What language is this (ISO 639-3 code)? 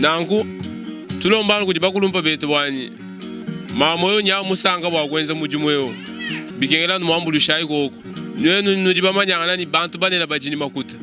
lua